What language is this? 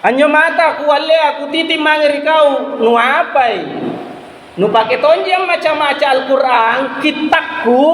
Makasar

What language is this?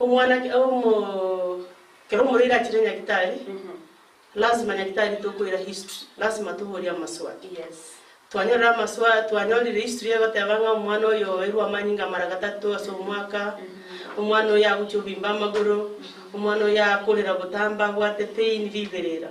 Gusii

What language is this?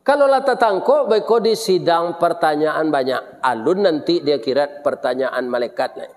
Minangkabau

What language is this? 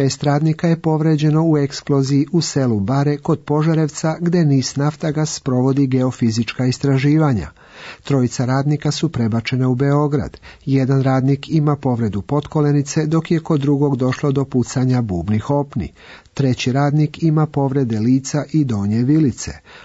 Serbian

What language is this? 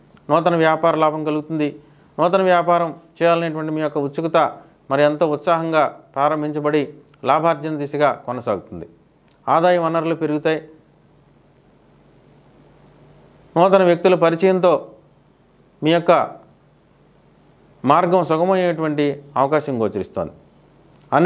Telugu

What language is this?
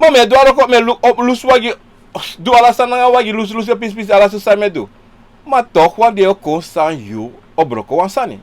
Sranan Tongo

